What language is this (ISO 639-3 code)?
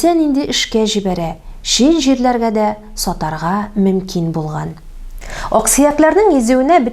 tat